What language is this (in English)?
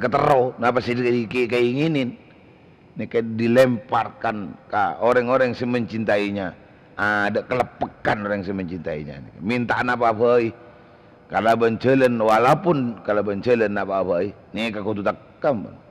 Madurese